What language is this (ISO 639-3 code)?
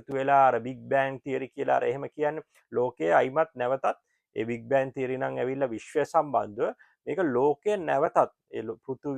sin